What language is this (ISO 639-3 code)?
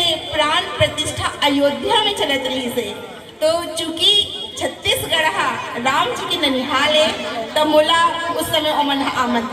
hne